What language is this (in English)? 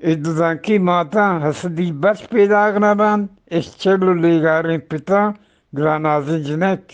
Eastern Balochi